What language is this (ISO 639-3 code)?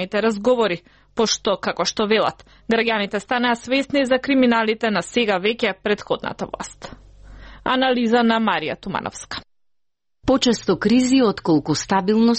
mkd